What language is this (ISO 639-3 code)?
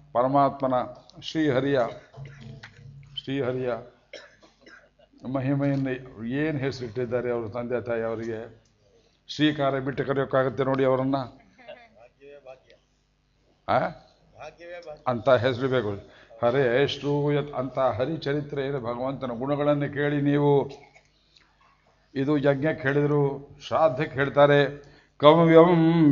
kan